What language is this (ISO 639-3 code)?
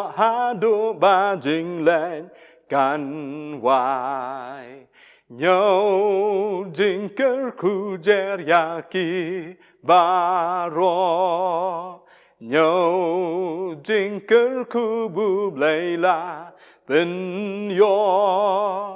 kha